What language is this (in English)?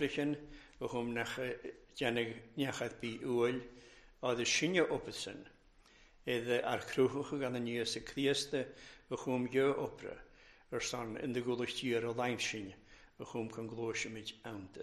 Welsh